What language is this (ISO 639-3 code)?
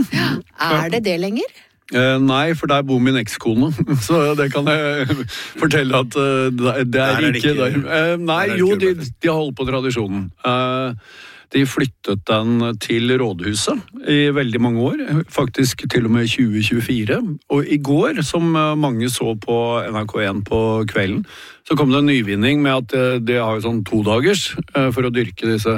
nor